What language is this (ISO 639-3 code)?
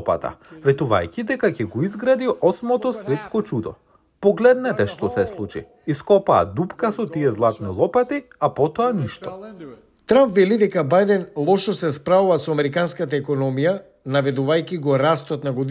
mkd